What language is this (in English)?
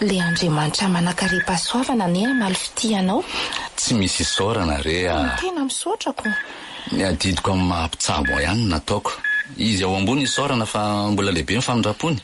Malagasy